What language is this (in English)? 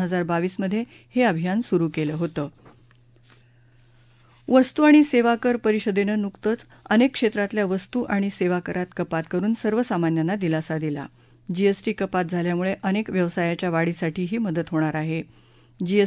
Marathi